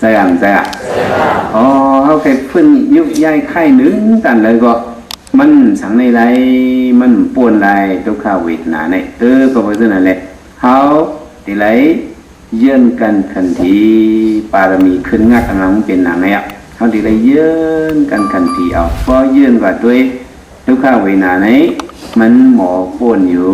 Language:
Shan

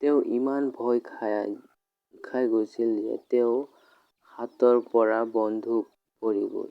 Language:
Assamese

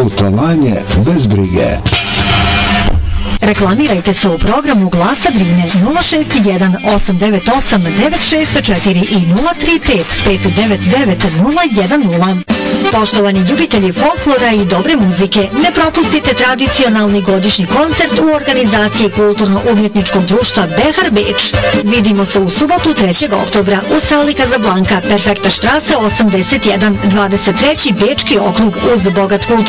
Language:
Bosnian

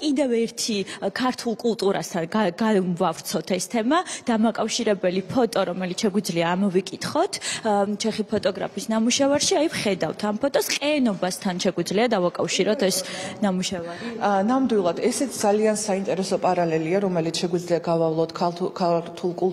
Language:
Georgian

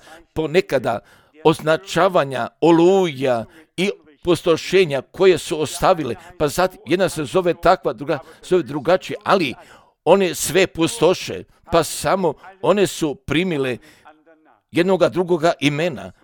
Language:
Croatian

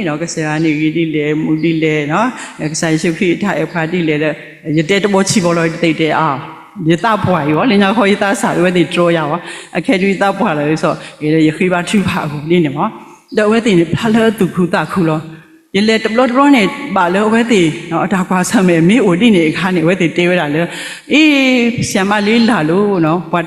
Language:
S'gaw Karen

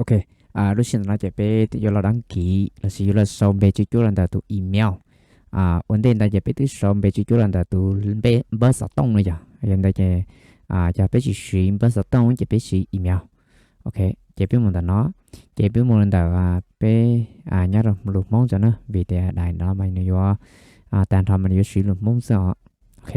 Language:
Hmong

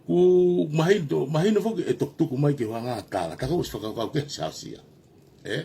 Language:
Tongan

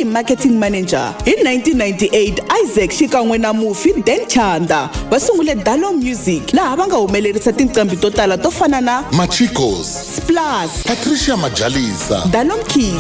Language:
Tsonga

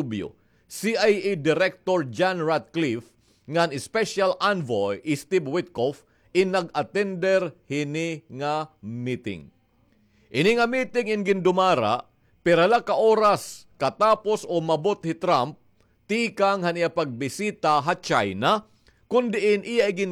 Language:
Waray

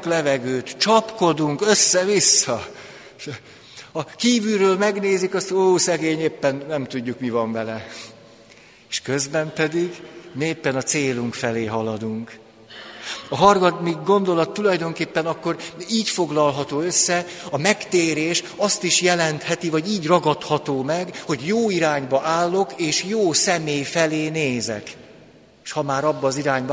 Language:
Hungarian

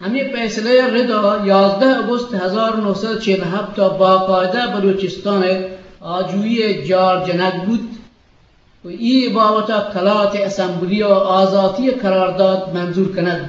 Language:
Eastern Balochi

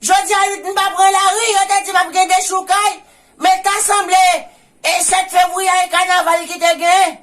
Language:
Haitian Creole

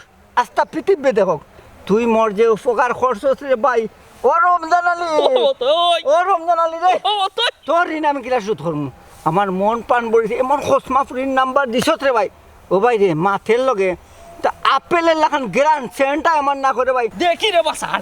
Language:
Sylheti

